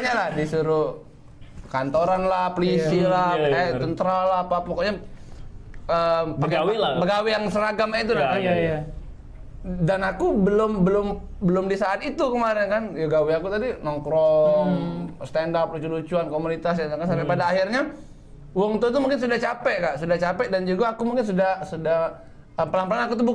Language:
Musi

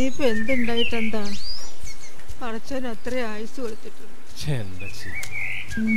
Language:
Malayalam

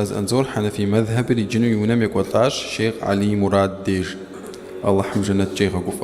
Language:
Kabardian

